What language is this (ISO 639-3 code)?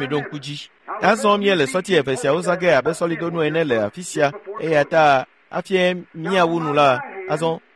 ewe